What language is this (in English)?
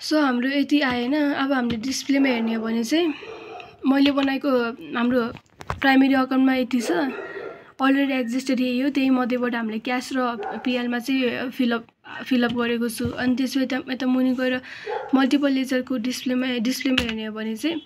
Nepali